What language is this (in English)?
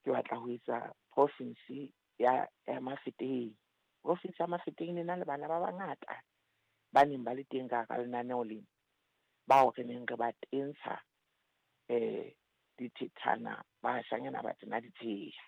Southern Sotho